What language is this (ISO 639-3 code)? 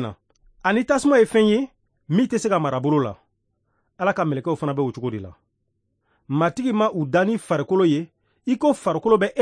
bam